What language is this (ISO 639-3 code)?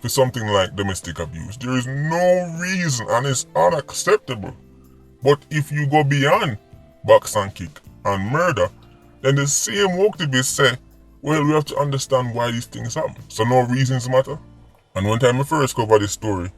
jam